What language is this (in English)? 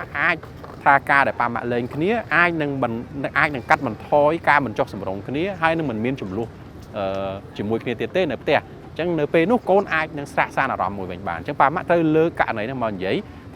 Khmer